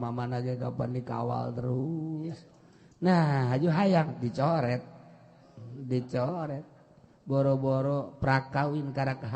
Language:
Sundanese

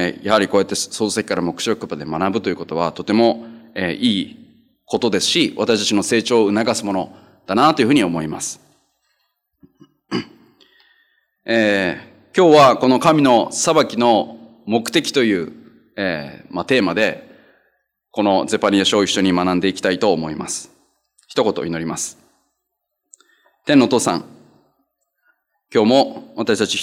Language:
Japanese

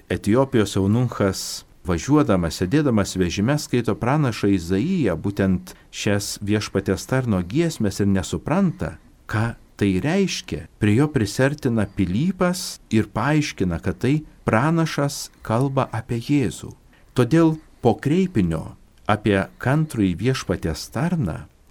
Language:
Lithuanian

